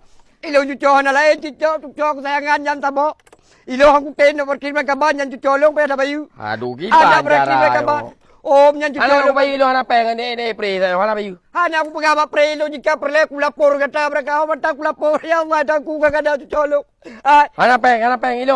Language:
Achinese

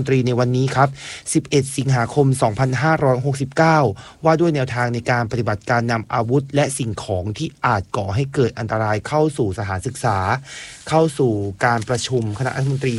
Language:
Thai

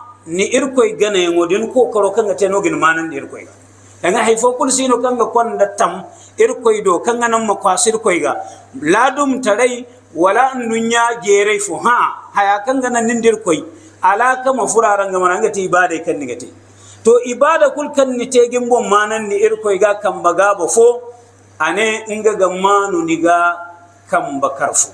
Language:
Hausa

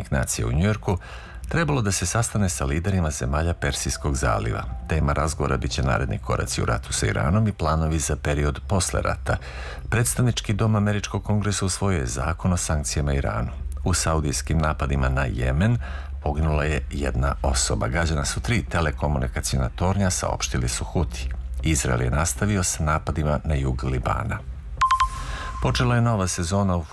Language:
Serbian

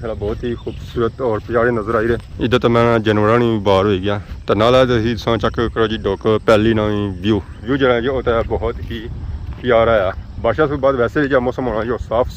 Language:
Pahari-Potwari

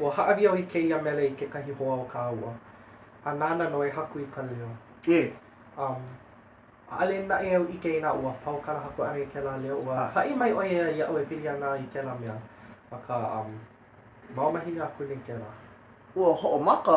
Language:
Hawaiian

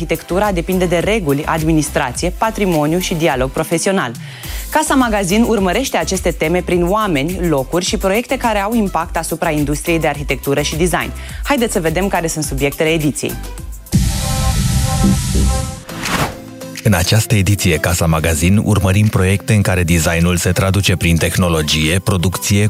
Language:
Romanian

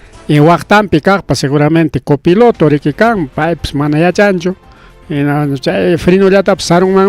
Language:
Ayacucho Quechua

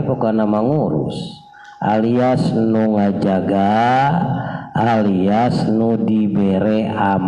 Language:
Sundanese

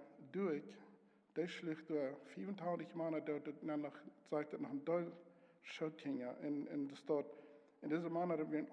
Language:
Plautdietsch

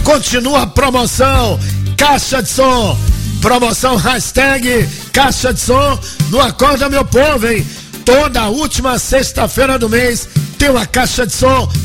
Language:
Portuguese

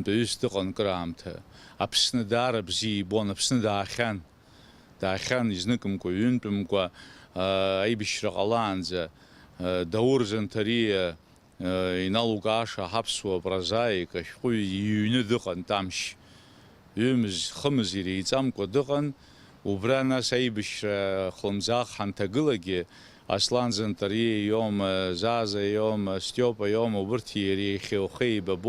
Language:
Abkhazian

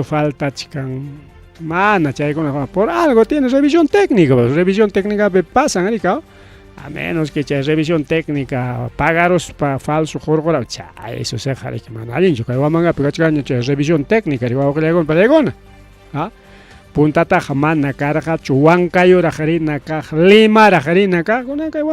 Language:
Ayacucho Quechua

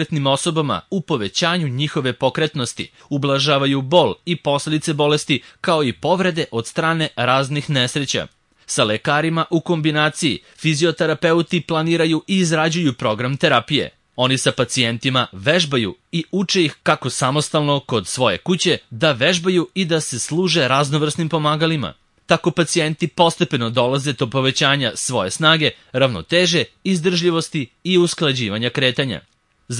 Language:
Serbian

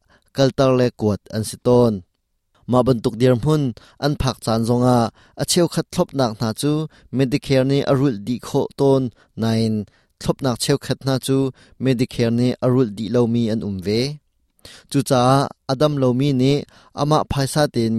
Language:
Hakha Chin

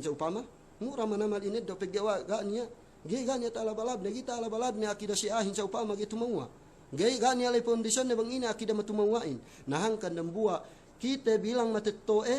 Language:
Yakan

